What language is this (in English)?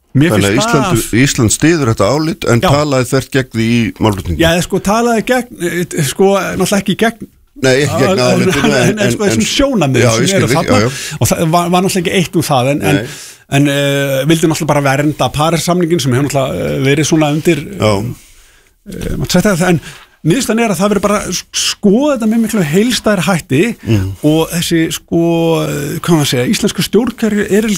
Icelandic